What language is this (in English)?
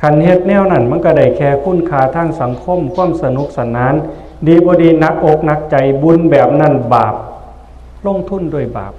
Northeastern Thai